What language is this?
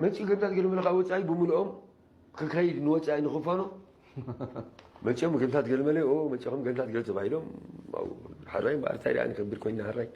Tigrinya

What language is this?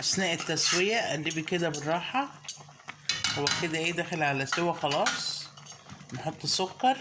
Egyptian Arabic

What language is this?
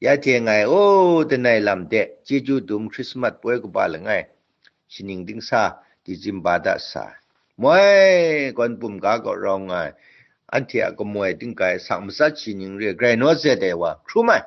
Kachin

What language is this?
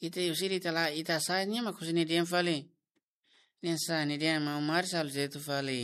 Tetum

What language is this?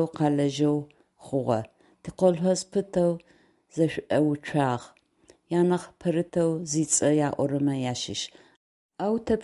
Adyghe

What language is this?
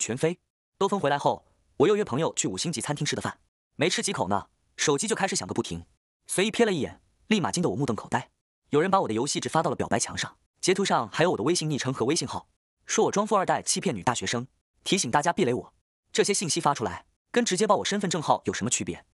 Chinese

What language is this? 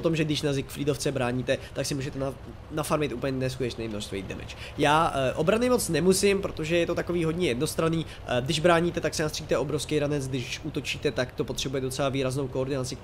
Czech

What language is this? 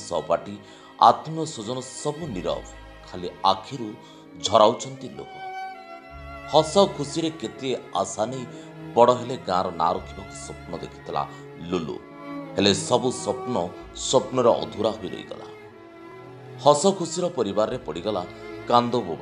Odia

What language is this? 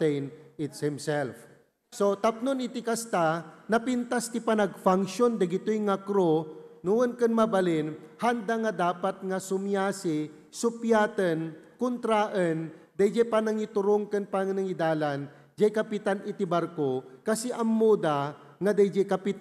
Iloko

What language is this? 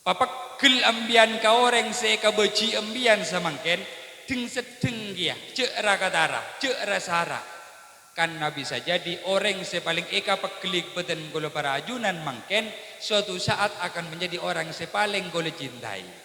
Madurese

